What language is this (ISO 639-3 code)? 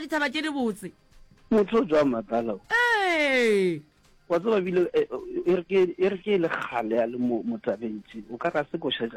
nso